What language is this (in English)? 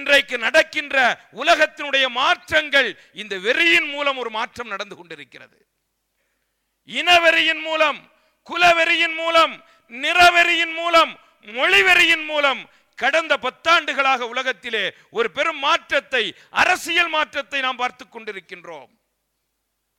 Tamil